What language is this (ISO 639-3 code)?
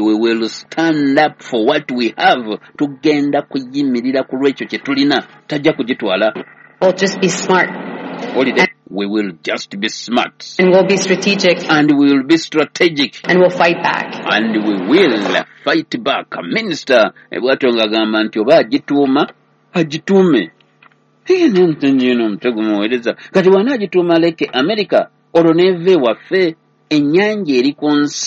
lug